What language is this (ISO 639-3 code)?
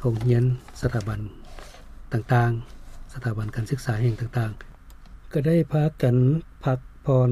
lao